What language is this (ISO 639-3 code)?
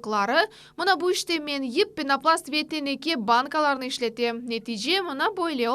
crh